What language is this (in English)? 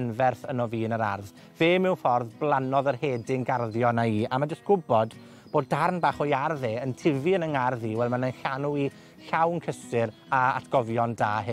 Welsh